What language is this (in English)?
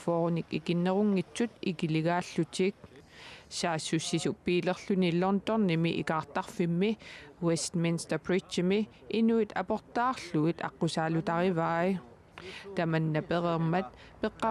Kalaallisut